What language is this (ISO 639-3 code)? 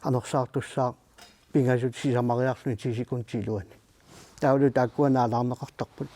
kal